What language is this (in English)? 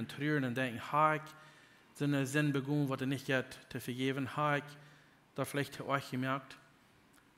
Plautdietsch